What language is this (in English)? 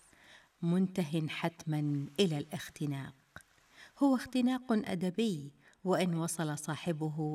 Arabic